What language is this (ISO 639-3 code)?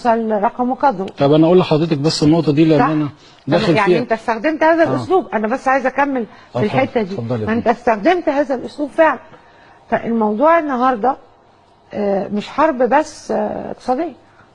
arz